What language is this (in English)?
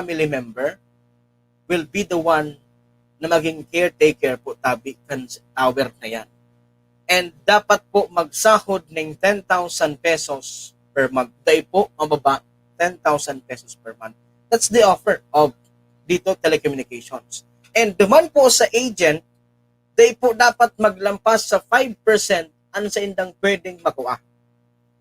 Bikol